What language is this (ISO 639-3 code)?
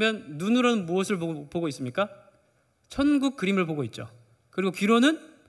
kor